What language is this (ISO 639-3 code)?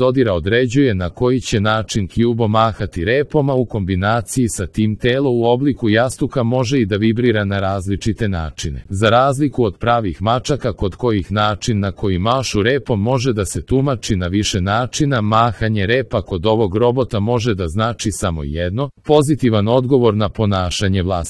srp